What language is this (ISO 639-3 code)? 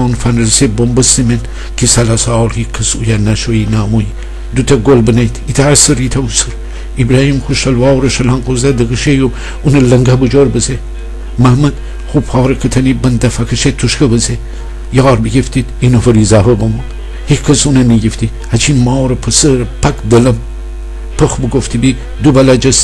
glk